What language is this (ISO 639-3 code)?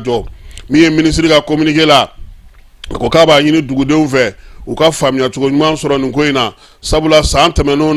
bam